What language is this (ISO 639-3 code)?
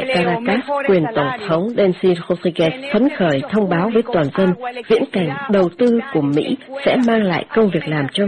vie